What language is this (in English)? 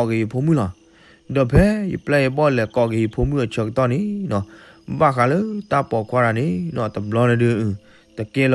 S'gaw Karen